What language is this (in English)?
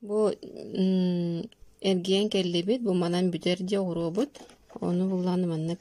Yakut